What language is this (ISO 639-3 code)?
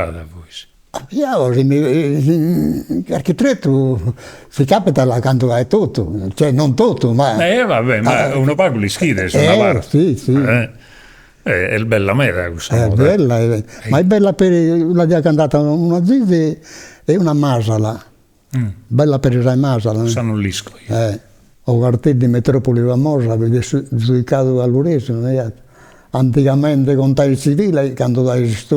srd